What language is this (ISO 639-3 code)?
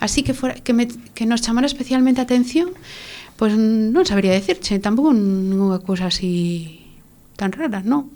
glg